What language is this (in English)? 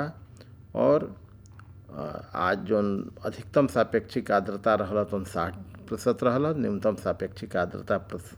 Bhojpuri